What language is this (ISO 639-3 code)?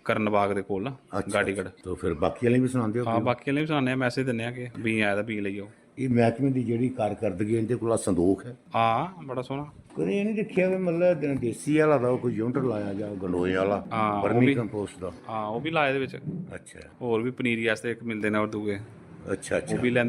doi